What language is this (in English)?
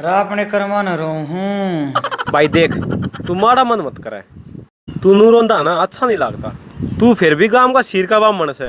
Haryanvi